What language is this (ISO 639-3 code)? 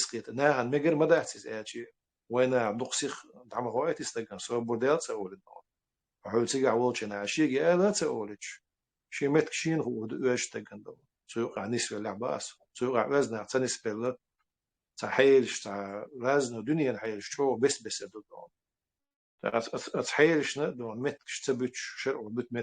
che